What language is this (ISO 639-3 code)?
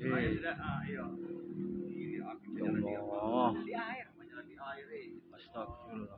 abs